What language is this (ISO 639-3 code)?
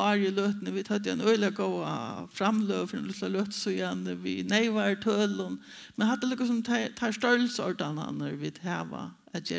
fao